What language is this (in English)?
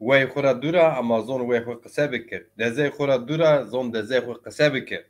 Zaza